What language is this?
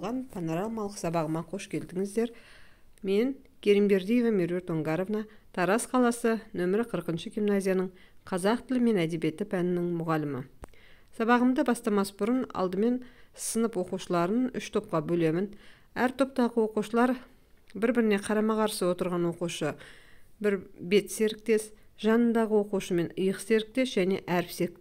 Kazakh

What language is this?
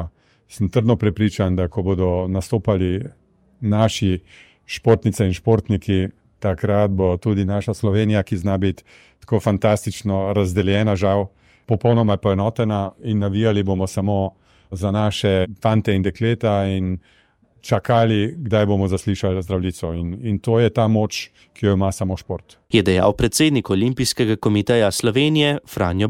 Slovenian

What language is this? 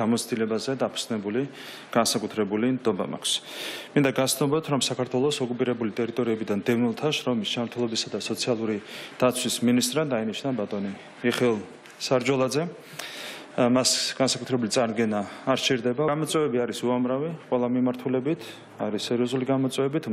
Georgian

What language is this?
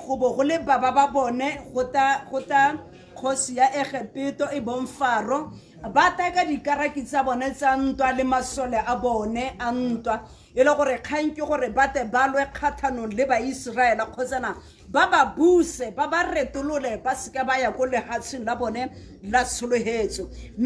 Tswana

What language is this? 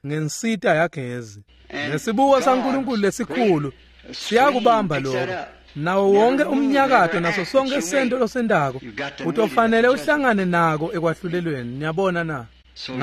Swati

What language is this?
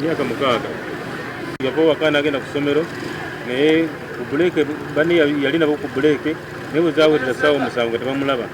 Ganda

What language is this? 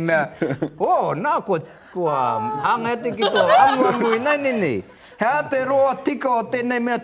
Māori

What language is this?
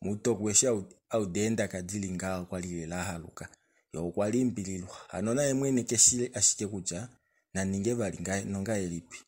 Kuanyama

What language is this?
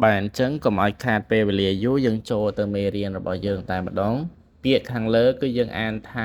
Khmer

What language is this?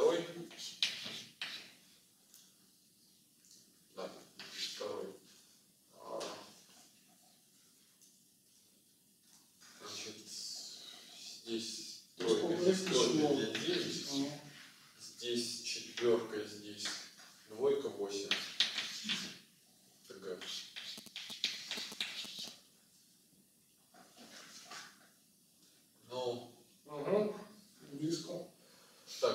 Russian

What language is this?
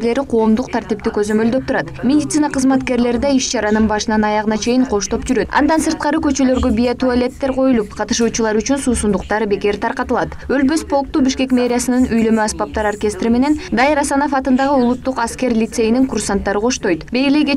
Kyrgyz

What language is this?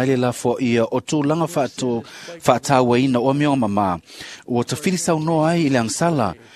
Samoan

